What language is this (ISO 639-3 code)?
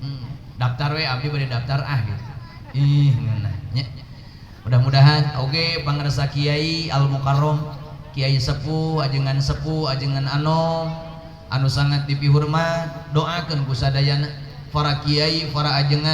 sun